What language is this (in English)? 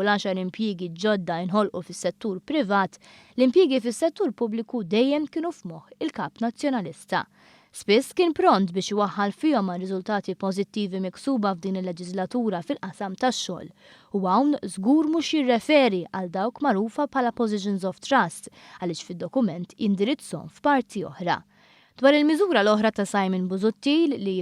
Maltese